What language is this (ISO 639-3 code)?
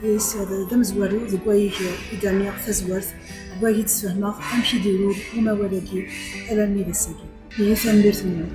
kab